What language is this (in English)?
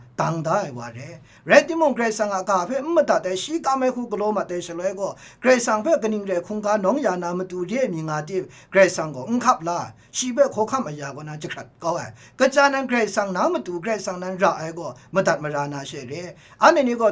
Kachin